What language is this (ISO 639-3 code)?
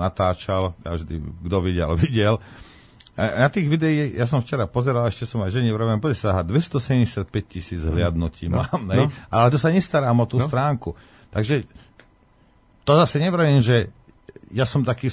slk